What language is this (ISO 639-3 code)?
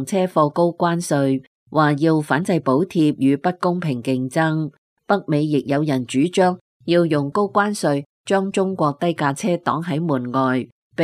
yue